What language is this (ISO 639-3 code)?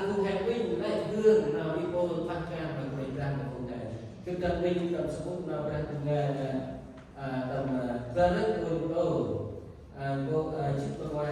cmo